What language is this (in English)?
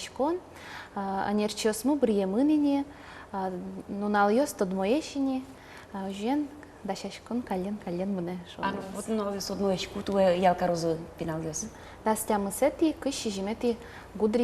Udmurt